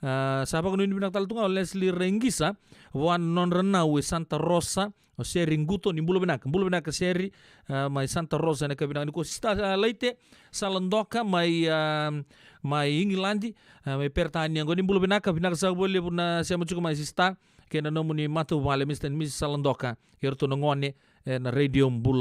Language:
Fijian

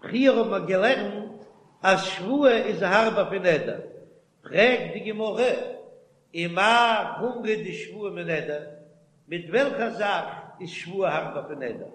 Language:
Yiddish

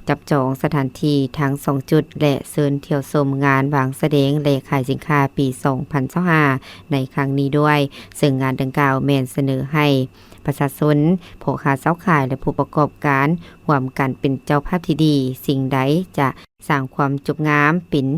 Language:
Lao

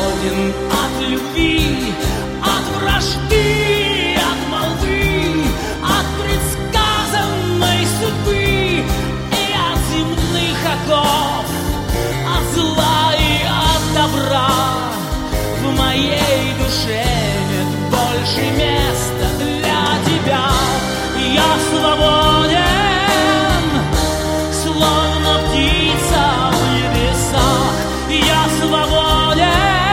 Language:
Russian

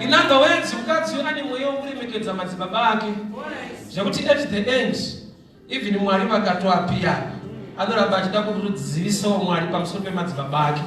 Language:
Shona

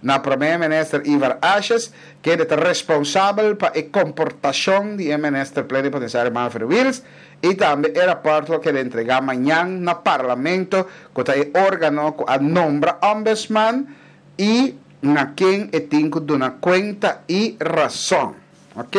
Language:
Papiamento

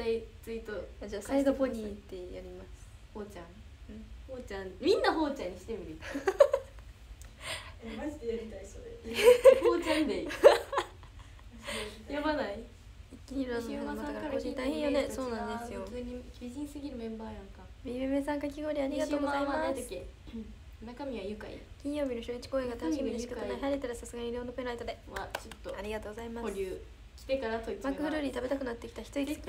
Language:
Japanese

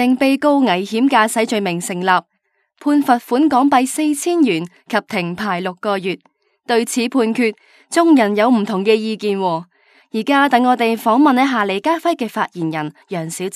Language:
Cantonese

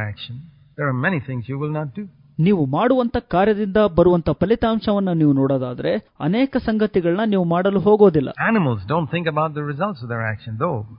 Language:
Kannada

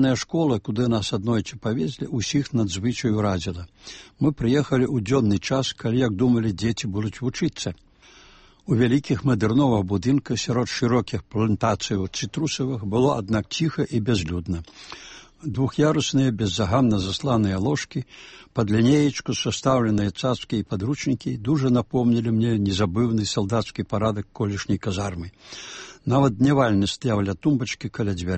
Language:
Belarusian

